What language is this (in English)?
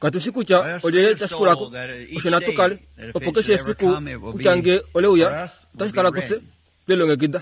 Kuanyama